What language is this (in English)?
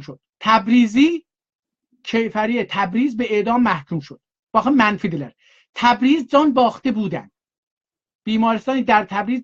South Azerbaijani